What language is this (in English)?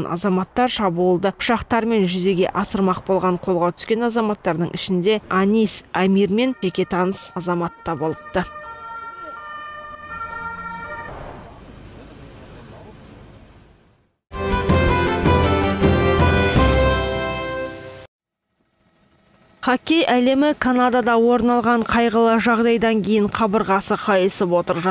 Kazakh